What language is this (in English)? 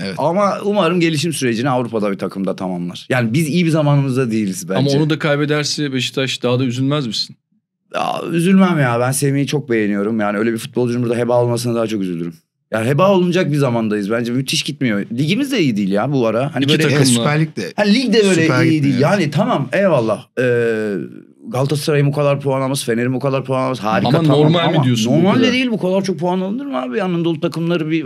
Turkish